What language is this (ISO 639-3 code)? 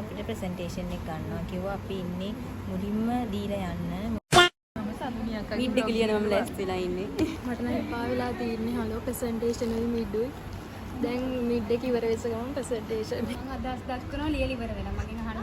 sin